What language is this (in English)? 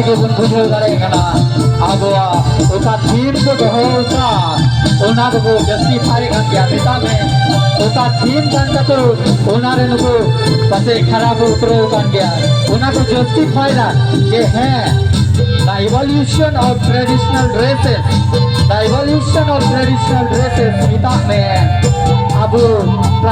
Santali